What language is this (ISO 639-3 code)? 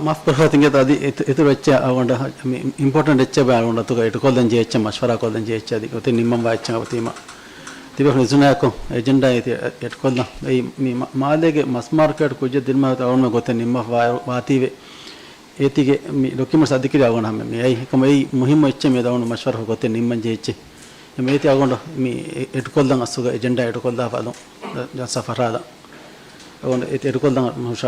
div